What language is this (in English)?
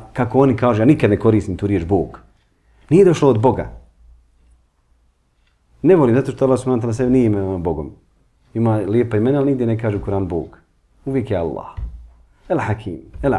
Bosnian